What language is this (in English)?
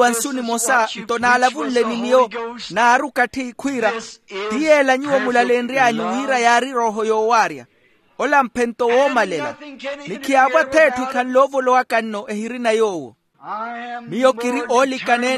Makhuwa